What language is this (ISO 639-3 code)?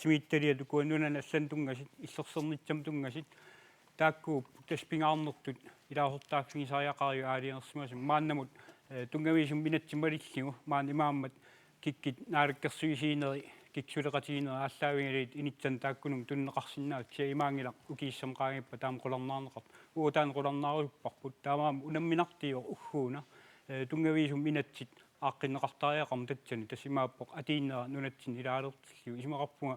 kal